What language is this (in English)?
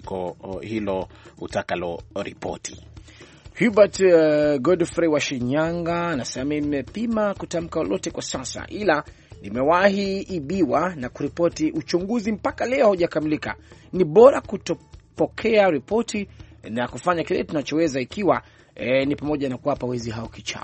Swahili